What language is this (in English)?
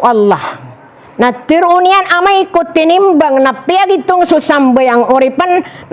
Maranao